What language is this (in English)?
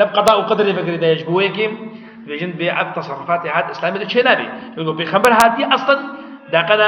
Kurdish